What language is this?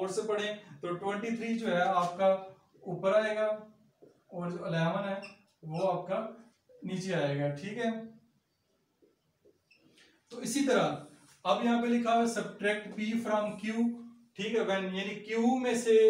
Hindi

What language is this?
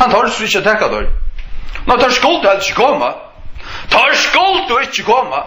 Faroese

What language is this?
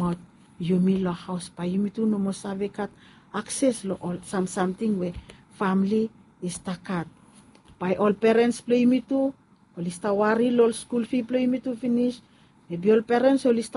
Bislama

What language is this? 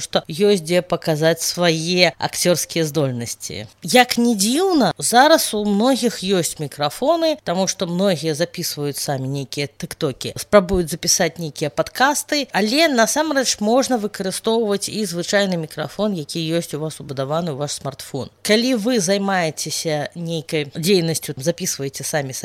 Belarusian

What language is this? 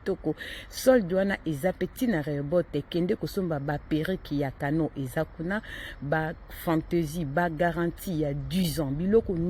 Lingala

